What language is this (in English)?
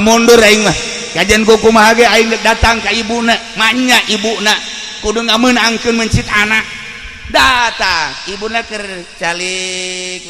Sundanese